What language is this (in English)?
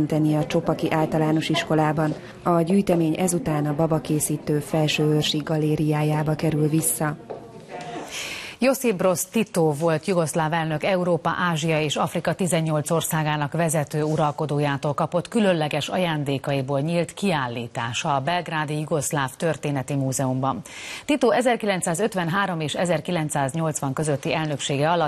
Hungarian